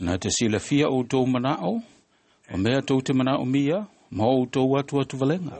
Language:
Samoan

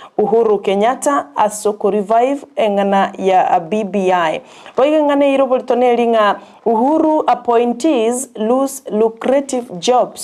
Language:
Gusii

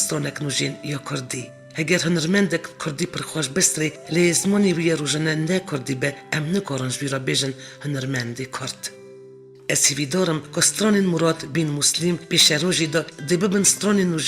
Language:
Kurdish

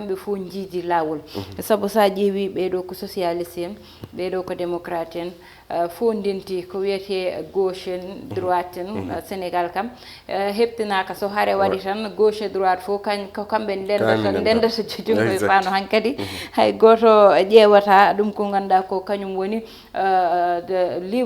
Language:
Fula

